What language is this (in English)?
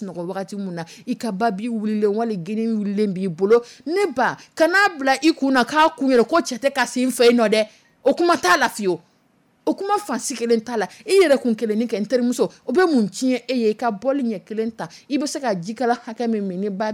Dyula